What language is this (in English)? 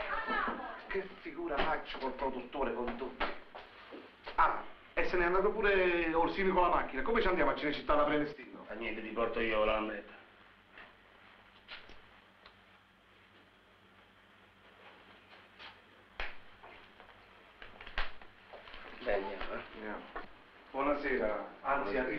Italian